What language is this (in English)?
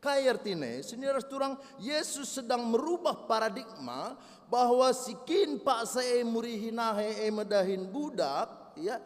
Batak Karo